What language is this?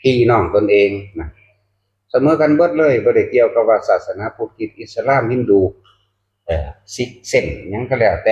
Northeastern Thai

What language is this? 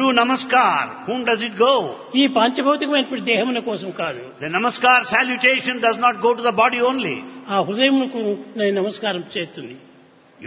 Telugu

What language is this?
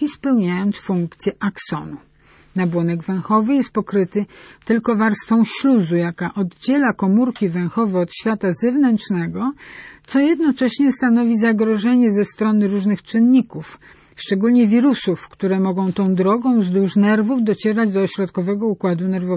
Polish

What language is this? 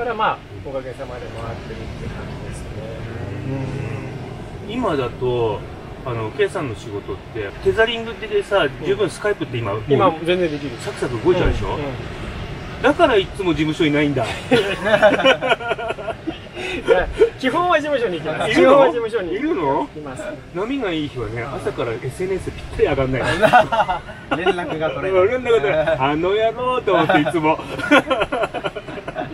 Japanese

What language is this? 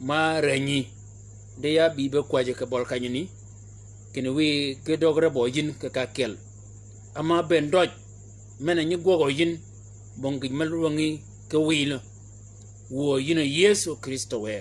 Shilluk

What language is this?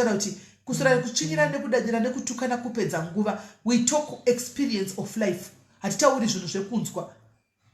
Shona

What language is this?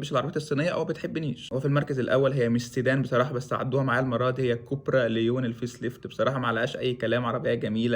Egyptian Arabic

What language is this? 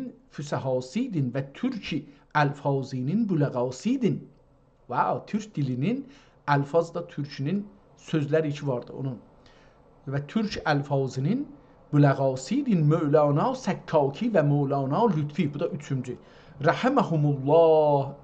South Azerbaijani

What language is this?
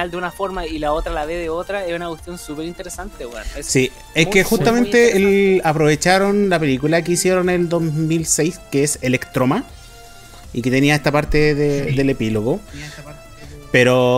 Spanish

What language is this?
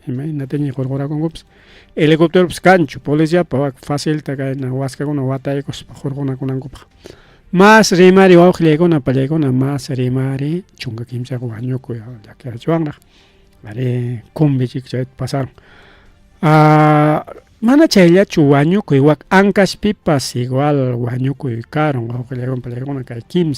Ayacucho Quechua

